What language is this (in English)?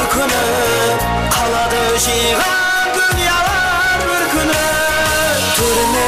Kara-Kalpak